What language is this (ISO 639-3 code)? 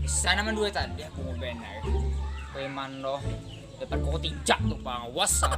bjn